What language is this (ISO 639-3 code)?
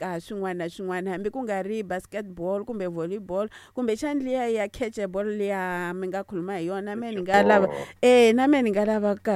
tso